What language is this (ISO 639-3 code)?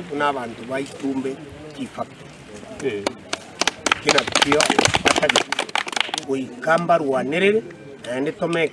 guz